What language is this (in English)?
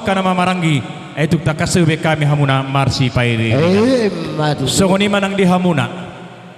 Batak Toba